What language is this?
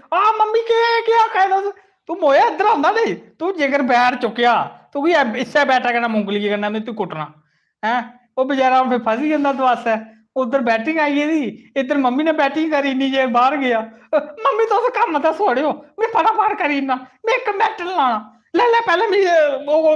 Dogri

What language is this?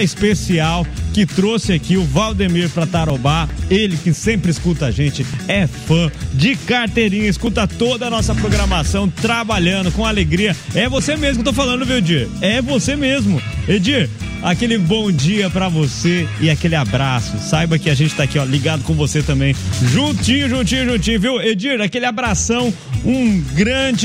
Portuguese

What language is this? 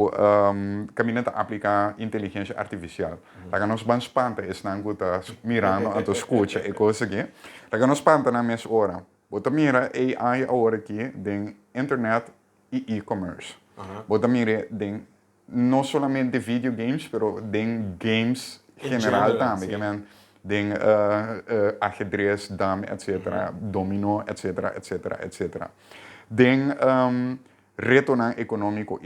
Papiamento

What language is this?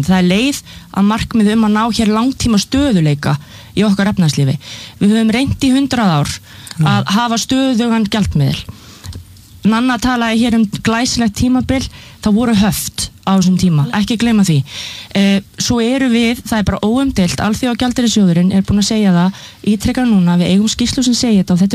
Icelandic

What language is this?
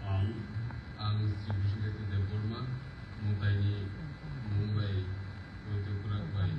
Kok Borok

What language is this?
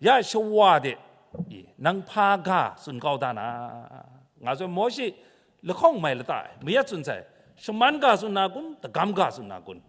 Kachin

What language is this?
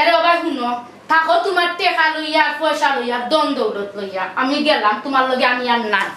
Sylheti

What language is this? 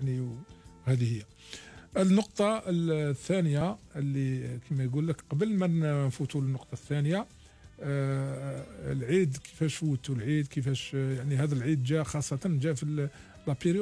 Algerian Arabic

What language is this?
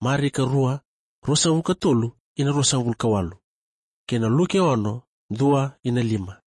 Fijian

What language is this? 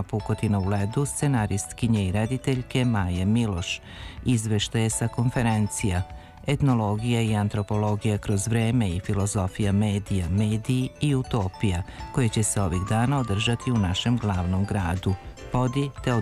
Serbian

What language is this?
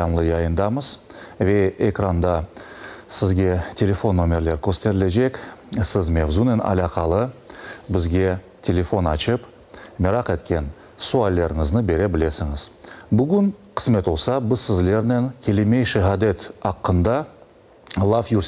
Crimean Tatar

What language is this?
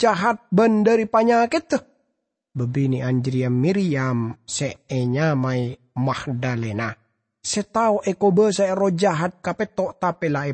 Madurese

